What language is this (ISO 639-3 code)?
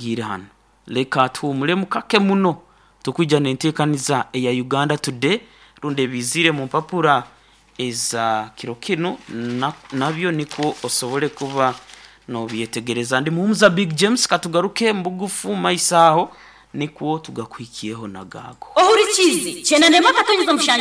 nyn